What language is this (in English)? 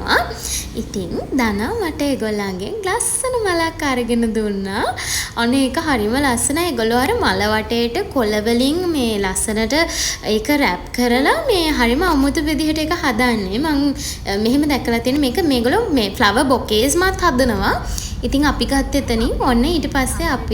Sinhala